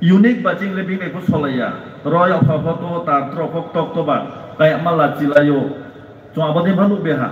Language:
Riang (India)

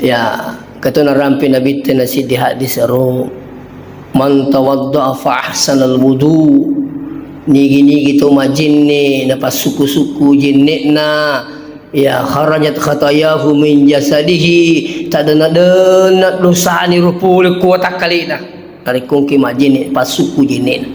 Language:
Buginese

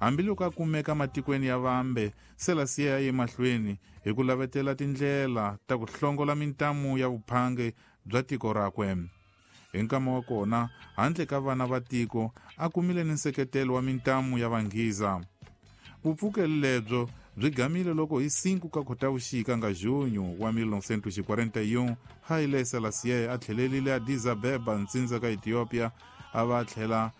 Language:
Tsonga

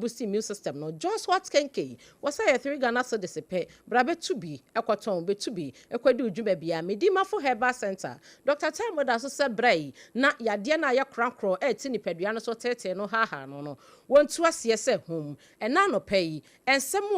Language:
Akan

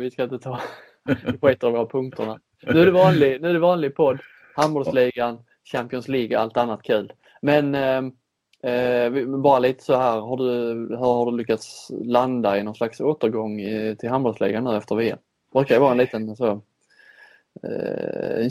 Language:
Swedish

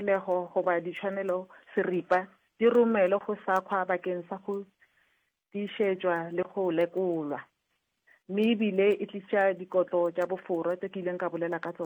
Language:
Northern Sotho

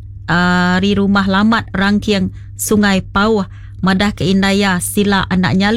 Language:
Iban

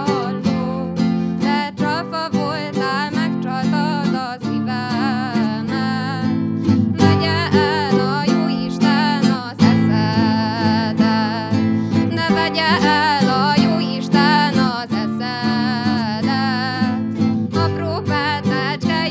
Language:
Hungarian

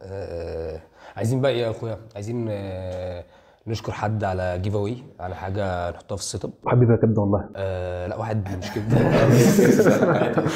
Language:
Egyptian Arabic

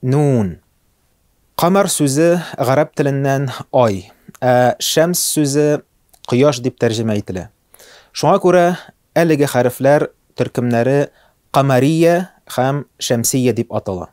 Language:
Tatar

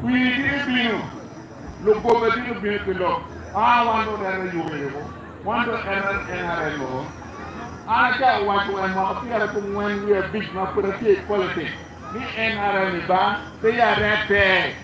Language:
Acoli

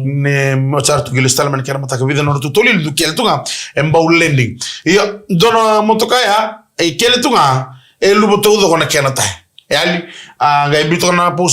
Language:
Fijian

